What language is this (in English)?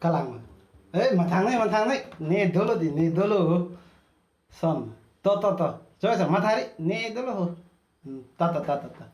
Karbi